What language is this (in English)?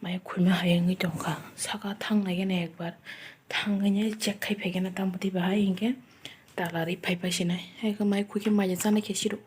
Kok Borok